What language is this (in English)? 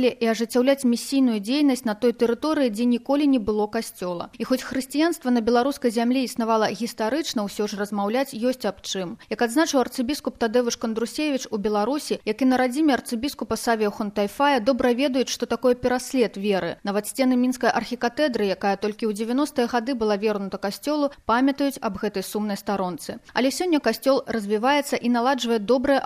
Belarusian